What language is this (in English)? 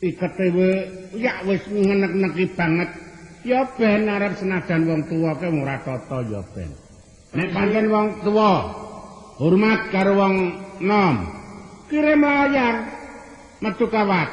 Javanese